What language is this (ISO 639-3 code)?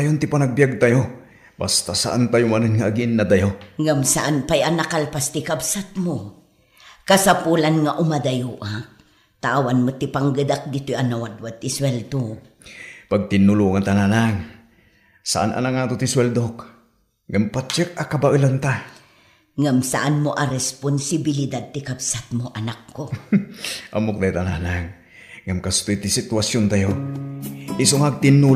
ilo